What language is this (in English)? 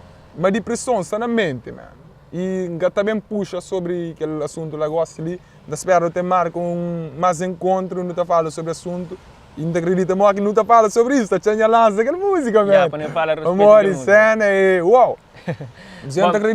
Kabuverdianu